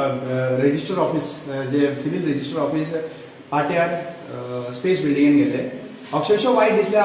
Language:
Konkani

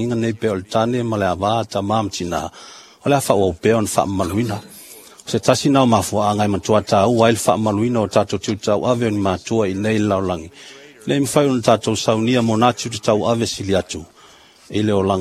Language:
Samoan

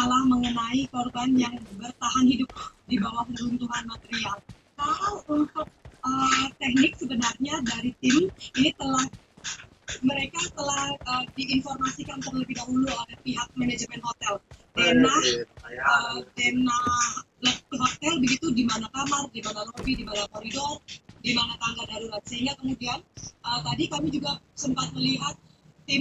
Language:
Indonesian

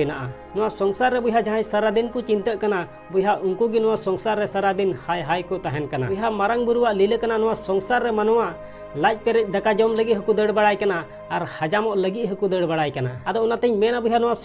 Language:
Santali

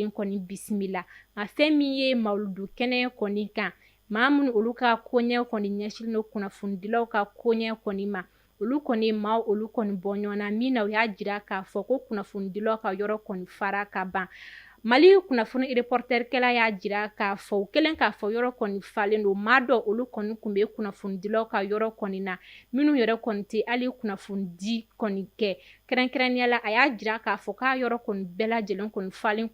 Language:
Bambara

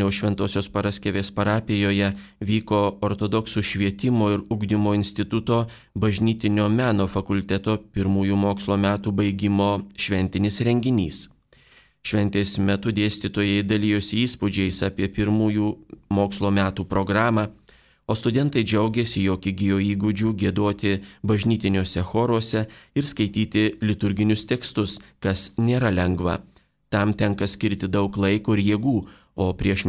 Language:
Lithuanian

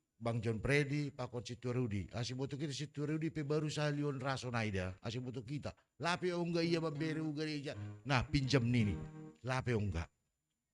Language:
Batak Simalungun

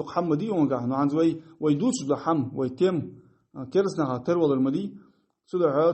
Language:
Ingush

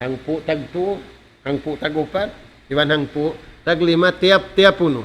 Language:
Tausug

